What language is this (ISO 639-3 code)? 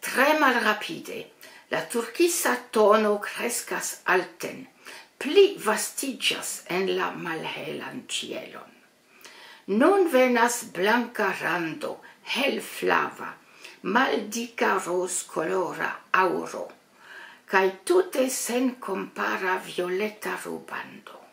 epo